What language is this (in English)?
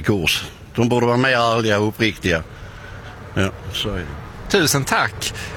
Swedish